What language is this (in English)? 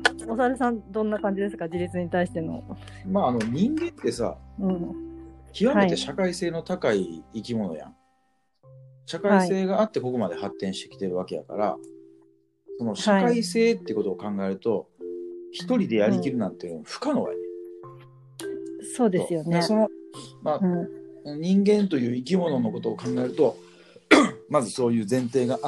Japanese